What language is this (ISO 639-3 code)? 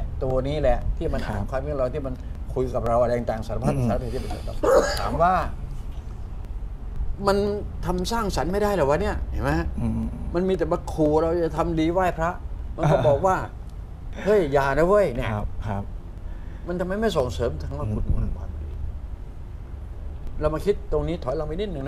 tha